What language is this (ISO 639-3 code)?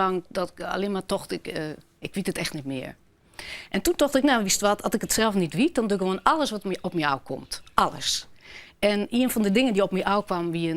fry